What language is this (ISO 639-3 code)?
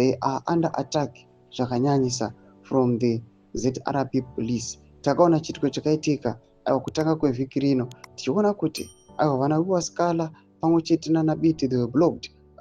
sna